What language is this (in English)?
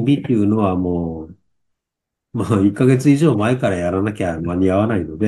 Japanese